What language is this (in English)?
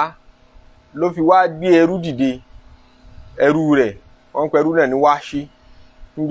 Yoruba